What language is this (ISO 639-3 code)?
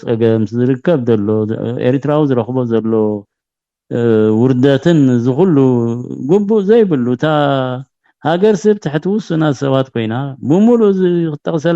tir